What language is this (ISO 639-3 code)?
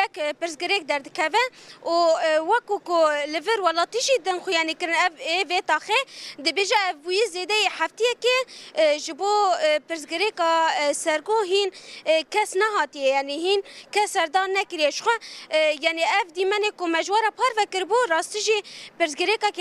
kur